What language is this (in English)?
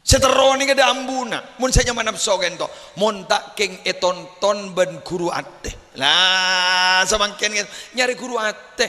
Madurese